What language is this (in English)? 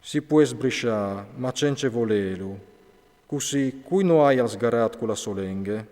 Friulian